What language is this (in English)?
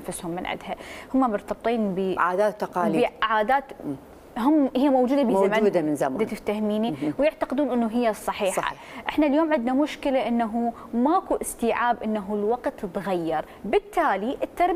Mesopotamian Arabic